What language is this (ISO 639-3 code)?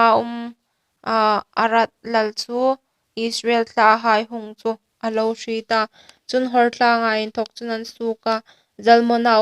hmr